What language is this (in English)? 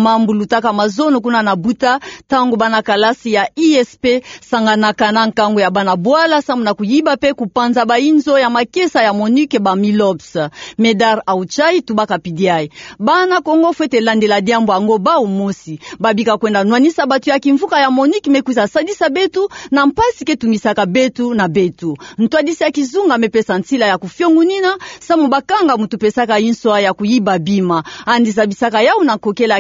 Kituba (Democratic Republic of Congo)